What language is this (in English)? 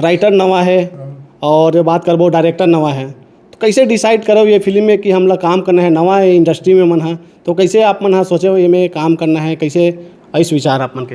Chhattisgarhi